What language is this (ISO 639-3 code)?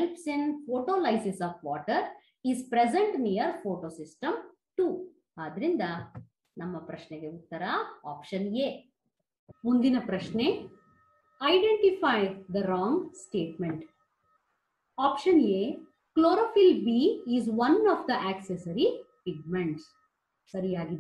kan